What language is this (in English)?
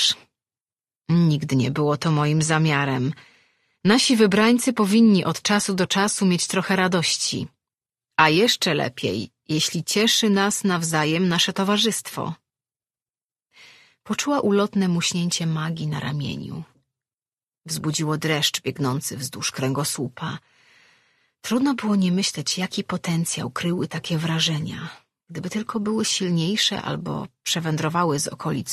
Polish